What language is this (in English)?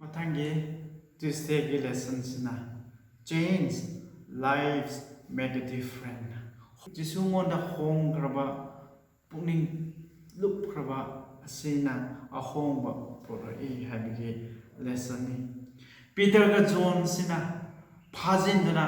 Manipuri